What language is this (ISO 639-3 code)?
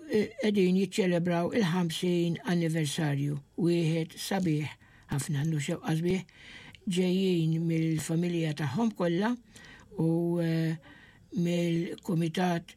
mlt